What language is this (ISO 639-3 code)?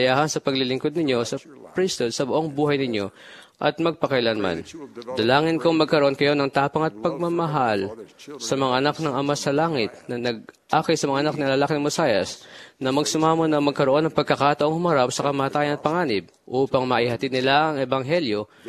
fil